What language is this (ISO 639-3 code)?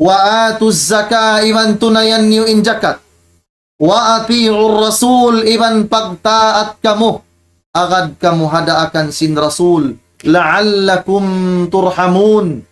tsg